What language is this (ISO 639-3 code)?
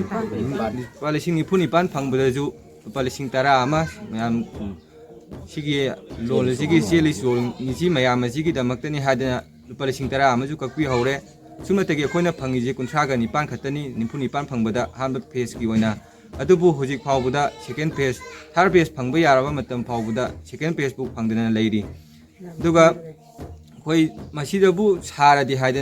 mni